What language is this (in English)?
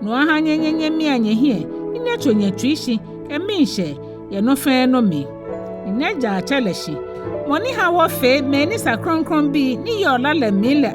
Ga